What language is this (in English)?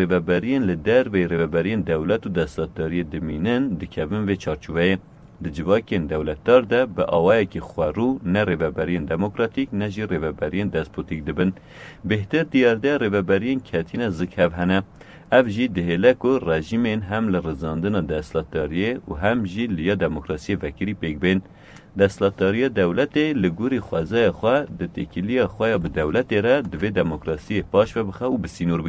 Kurdish